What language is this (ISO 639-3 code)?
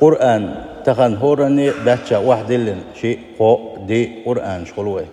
che